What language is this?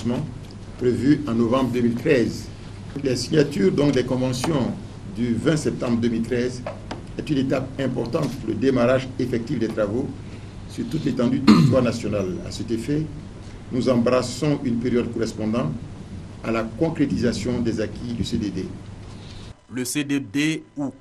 French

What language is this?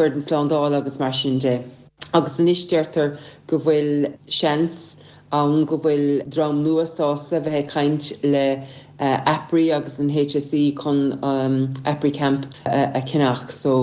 Irish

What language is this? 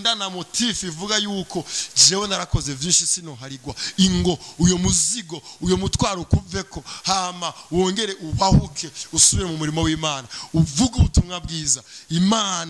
Rundi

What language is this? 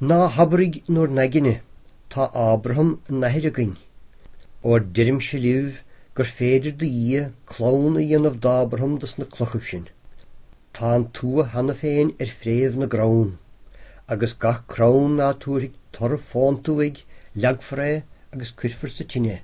Irish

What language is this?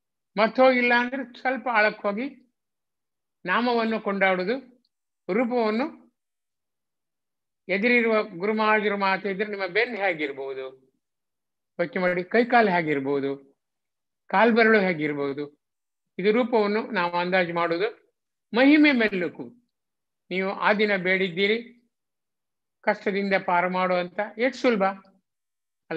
Kannada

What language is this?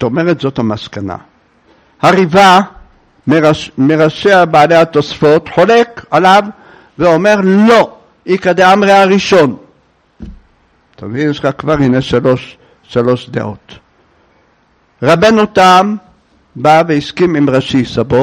Hebrew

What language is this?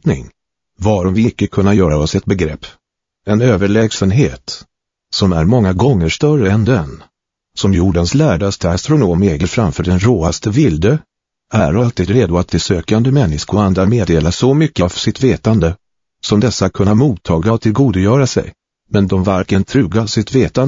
Swedish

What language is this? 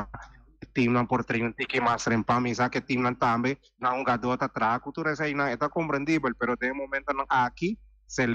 Papiamento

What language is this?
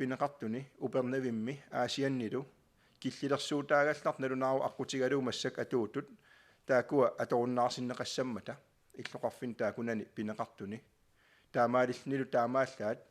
Kalaallisut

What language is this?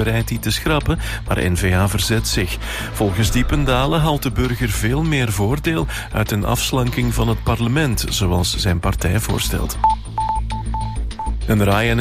Dutch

